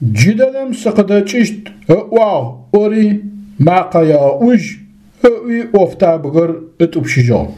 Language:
Adyghe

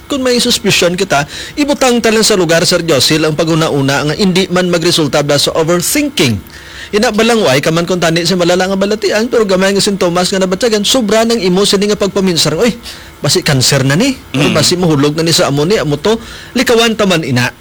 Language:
Hiligaynon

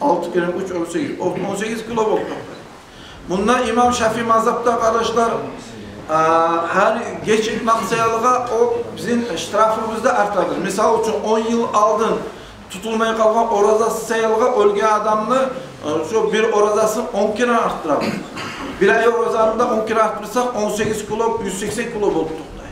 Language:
Kumyk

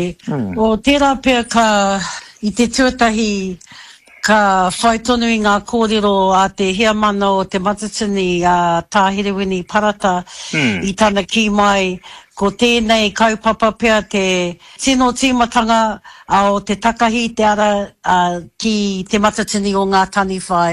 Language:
Māori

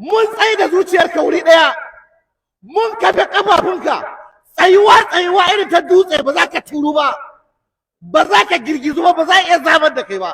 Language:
Hausa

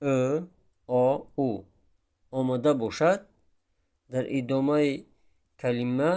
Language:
Tajik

